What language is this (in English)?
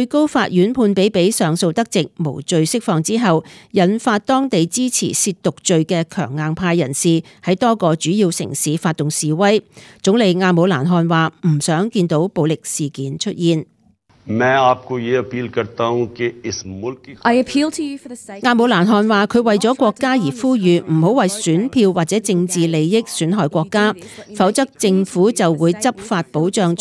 Cantonese